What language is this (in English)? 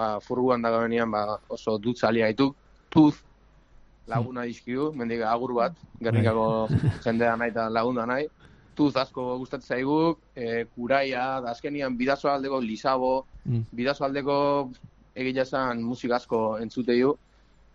Basque